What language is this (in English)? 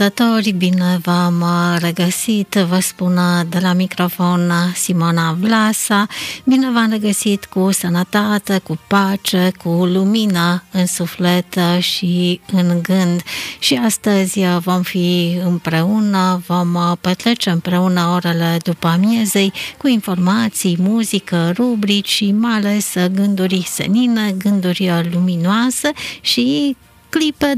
Romanian